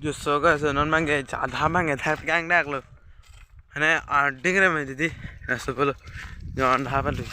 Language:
Karbi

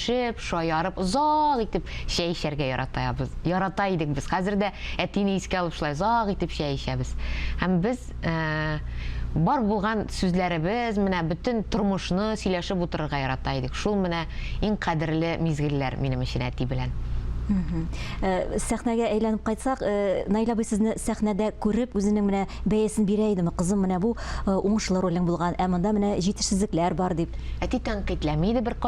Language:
Tatar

